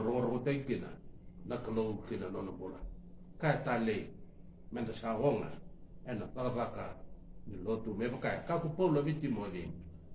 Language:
Fijian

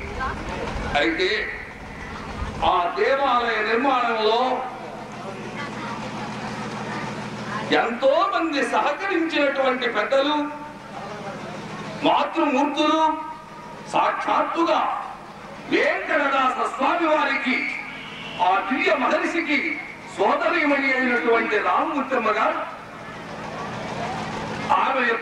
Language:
Telugu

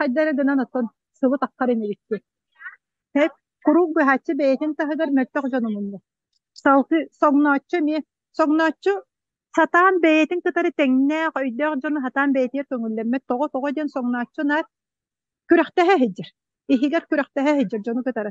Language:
Yakut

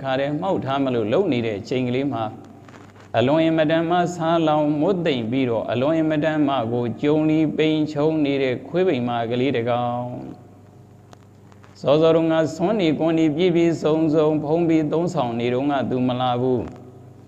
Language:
Burmese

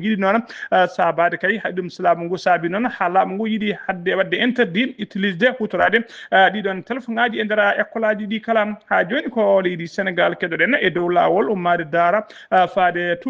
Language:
Fula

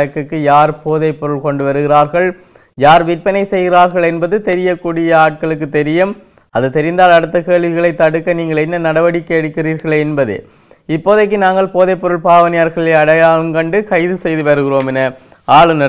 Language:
Tamil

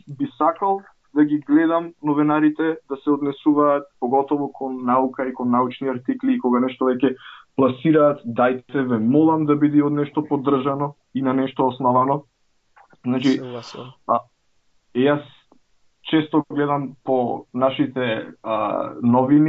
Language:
Macedonian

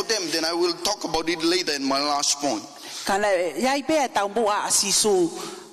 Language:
Tongan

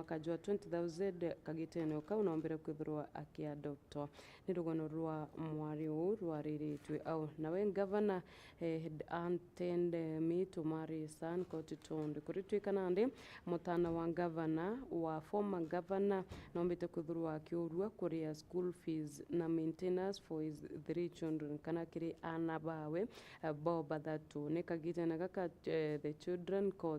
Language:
Meru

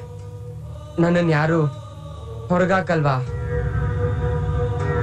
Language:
Kannada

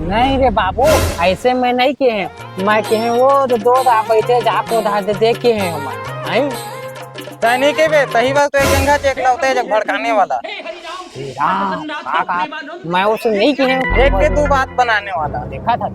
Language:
Chhattisgarhi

